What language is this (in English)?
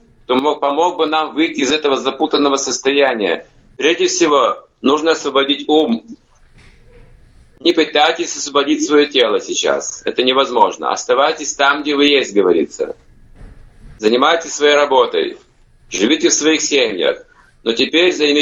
Russian